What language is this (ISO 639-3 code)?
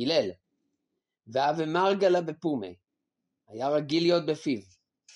heb